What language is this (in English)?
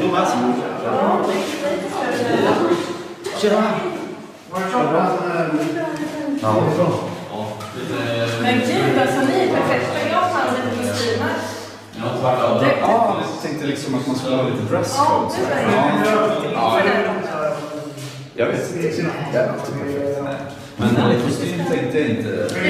Swedish